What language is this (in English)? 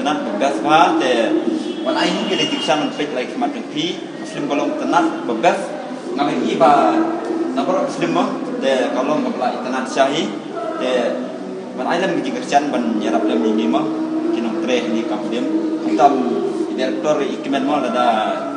Khasi